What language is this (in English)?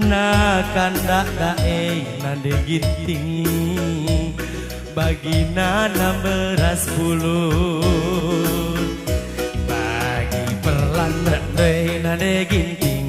Batak Karo